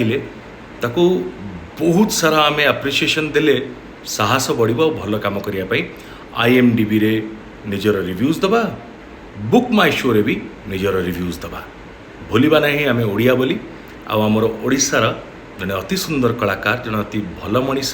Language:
Odia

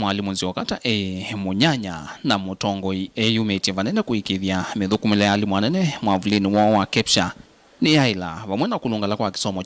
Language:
Kamba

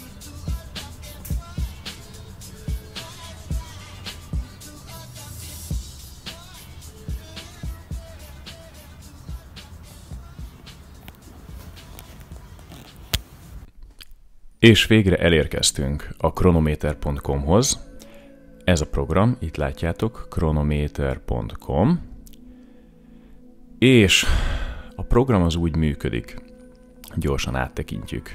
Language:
Hungarian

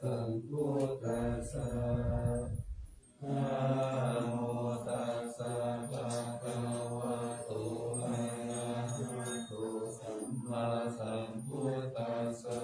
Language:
Pali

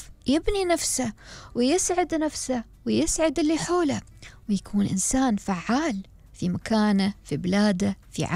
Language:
Gulf Arabic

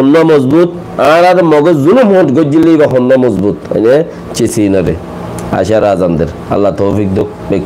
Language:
Rohingya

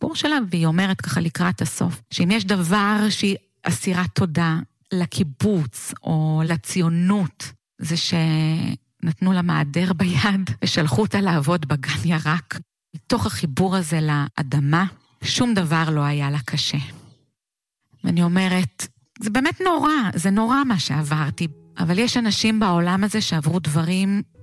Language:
Hebrew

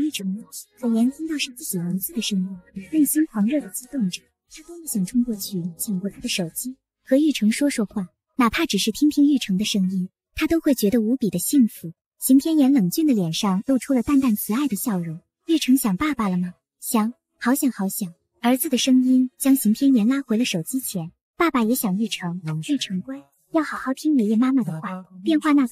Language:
Chinese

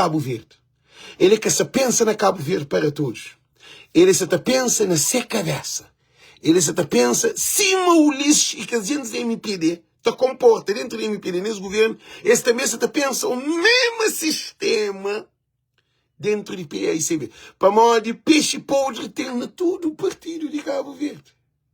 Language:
Kabuverdianu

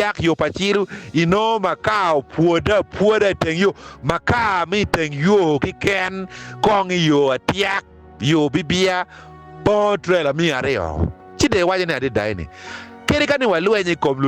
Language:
Acoli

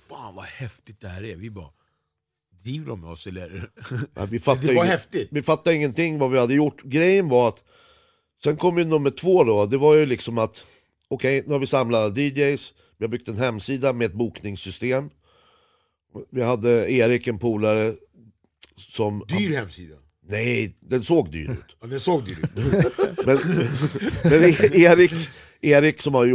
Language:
Swedish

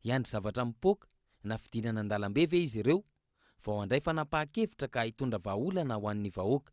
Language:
Malagasy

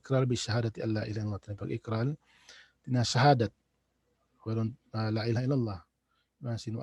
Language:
Tausug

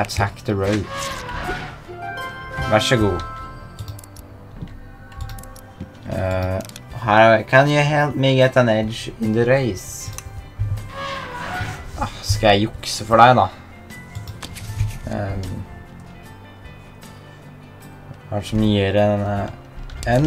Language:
Norwegian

